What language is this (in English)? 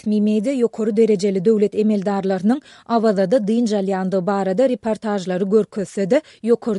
Turkmen